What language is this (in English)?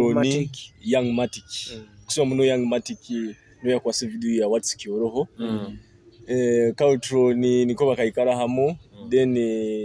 Nyoro